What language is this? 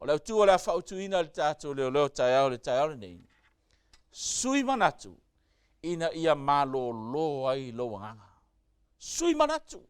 Samoan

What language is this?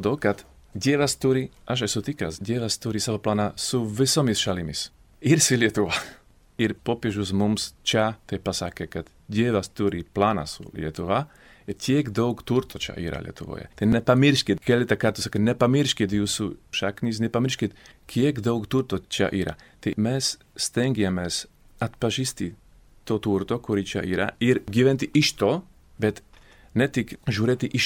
Lithuanian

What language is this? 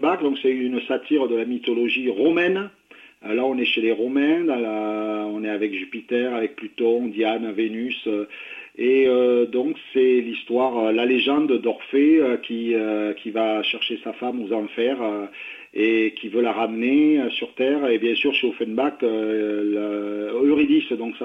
French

